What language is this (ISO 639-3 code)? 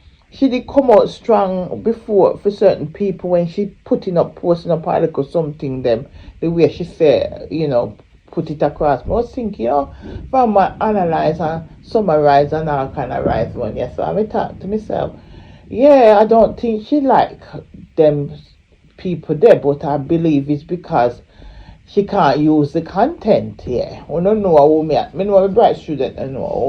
jam